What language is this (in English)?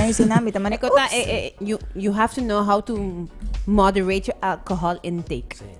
Papiamento